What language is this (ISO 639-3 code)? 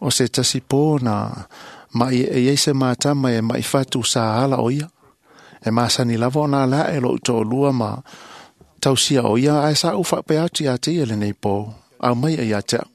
smo